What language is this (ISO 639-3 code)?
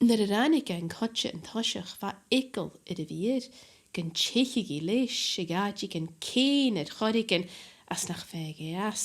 gla